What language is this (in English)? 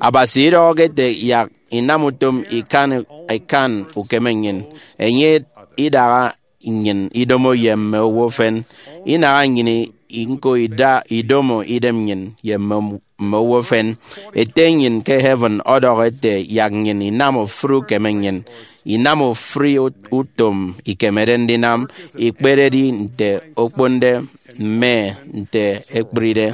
Efik